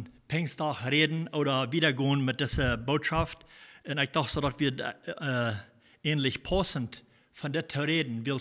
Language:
Plautdietsch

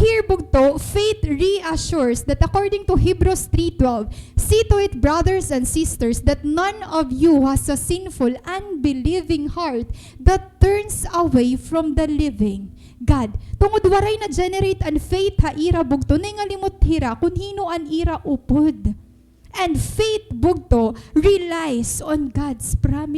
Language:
Waray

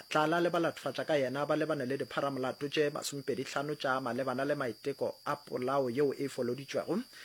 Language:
Northern Sotho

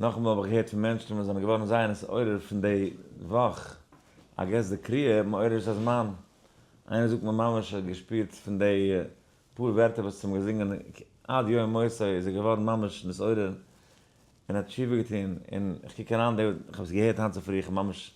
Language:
Yiddish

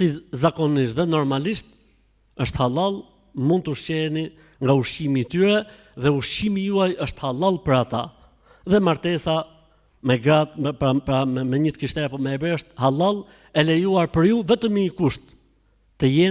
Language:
Albanian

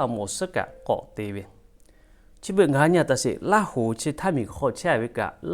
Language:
Lahu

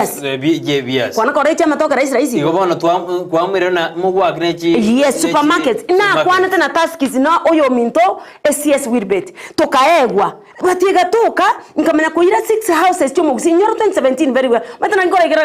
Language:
Gusii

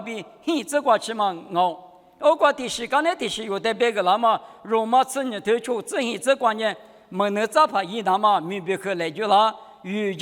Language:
Lisu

